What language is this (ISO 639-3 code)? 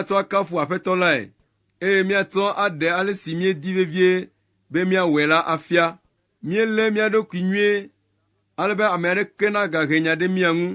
ewe